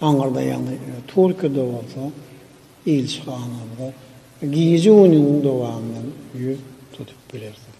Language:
Turkmen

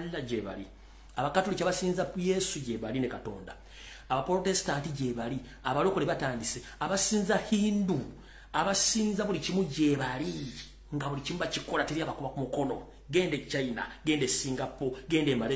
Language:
Ganda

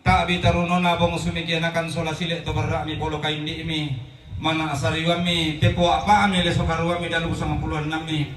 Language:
Toraja-Sa'dan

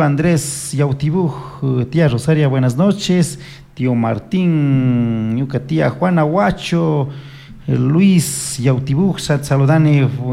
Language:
Chimborazo Highland Quichua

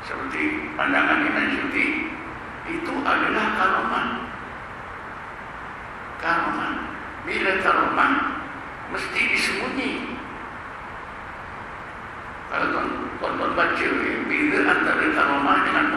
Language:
Malay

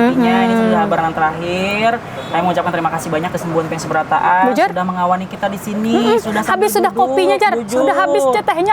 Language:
Banjar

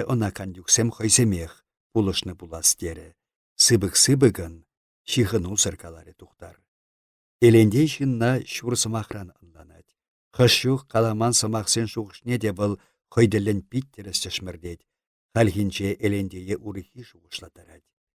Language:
Chuvash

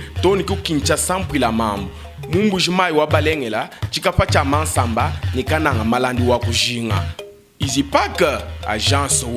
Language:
Luba-Lulua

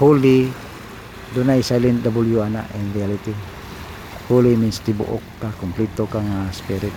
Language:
Cebuano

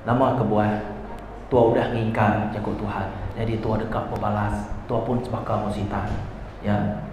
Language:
Iban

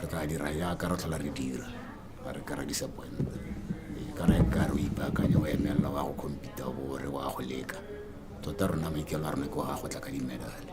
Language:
Tswana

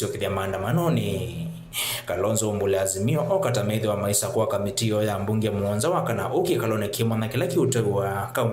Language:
Kamba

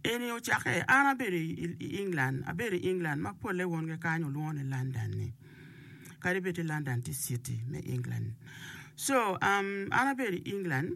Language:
Acoli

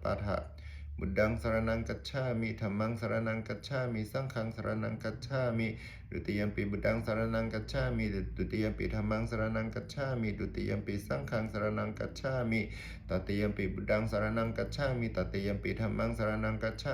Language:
Pali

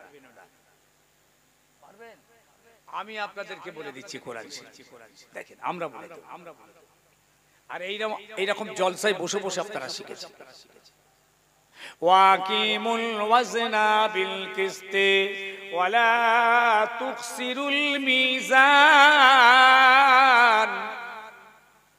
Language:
Bangla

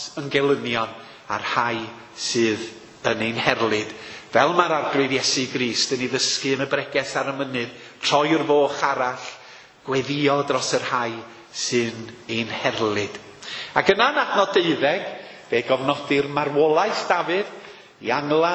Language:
Welsh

